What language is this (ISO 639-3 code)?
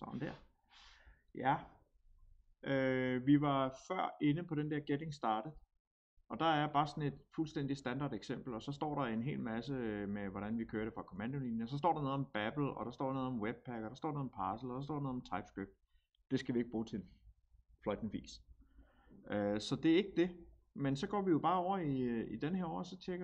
dan